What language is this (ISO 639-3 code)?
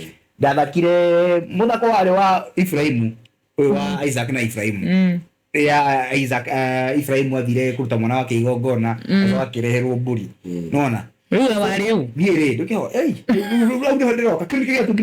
kik